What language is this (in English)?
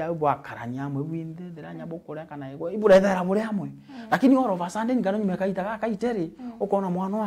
Meru